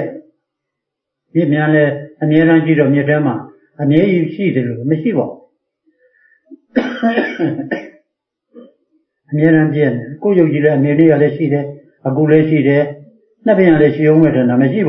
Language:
Burmese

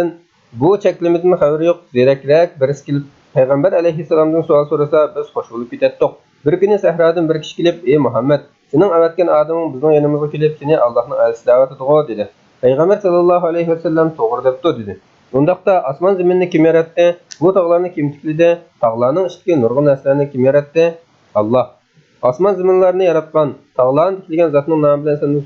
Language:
Uyghur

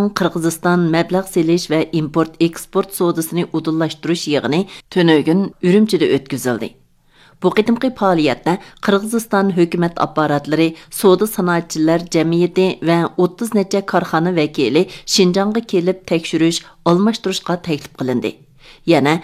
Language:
Uyghur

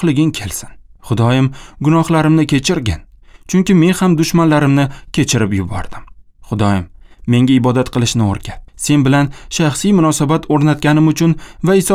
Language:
Uzbek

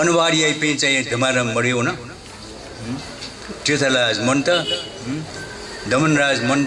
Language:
Newari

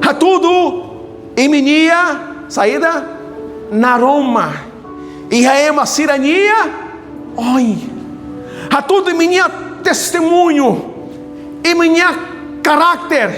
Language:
Tetum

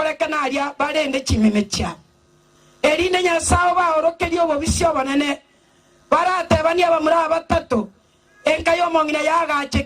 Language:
Gusii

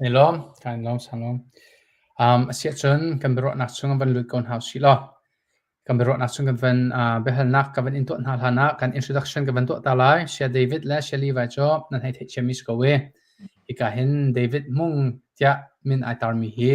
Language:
Hakha Chin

